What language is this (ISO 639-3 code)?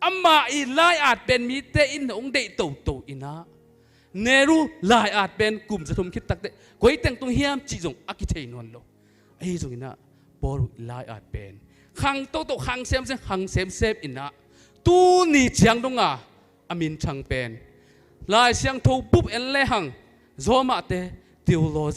ctd